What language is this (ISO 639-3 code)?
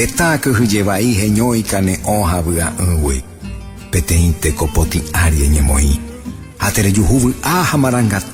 grn